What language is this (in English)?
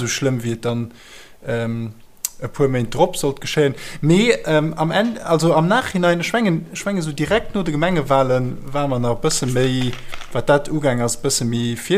Luxembourgish